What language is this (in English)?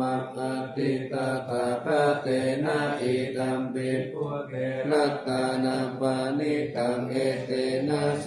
Pali